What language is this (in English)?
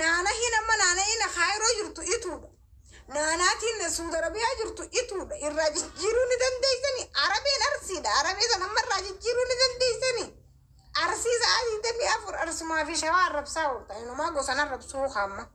Oromo